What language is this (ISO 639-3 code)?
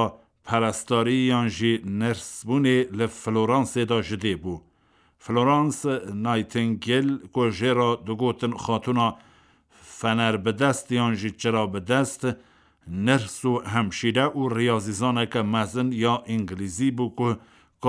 kur